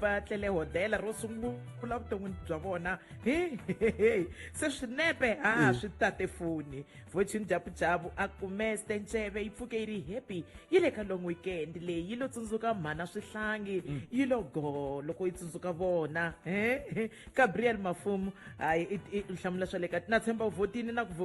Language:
Tsonga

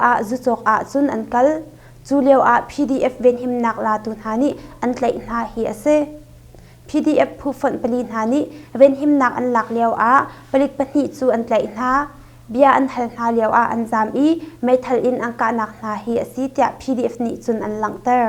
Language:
Hakha Chin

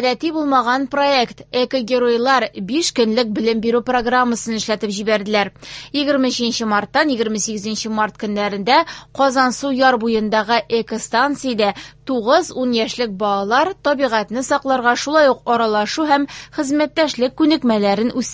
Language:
Tatar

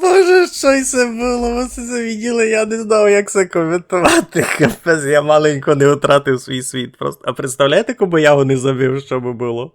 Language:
Rusyn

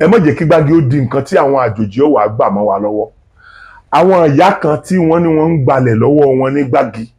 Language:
Yoruba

